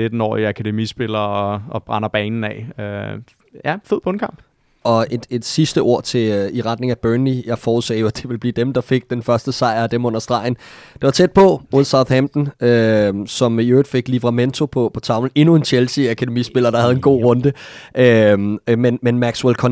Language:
Danish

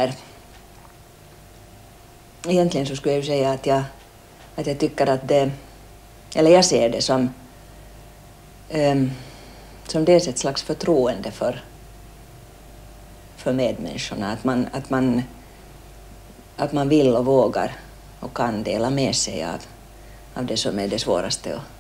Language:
Swedish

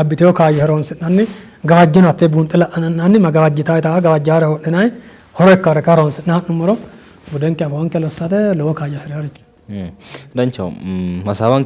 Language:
Sidamo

